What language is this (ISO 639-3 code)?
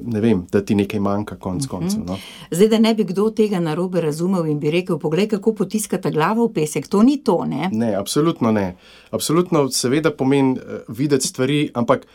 slv